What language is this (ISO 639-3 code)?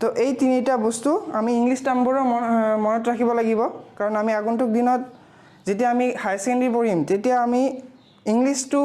asm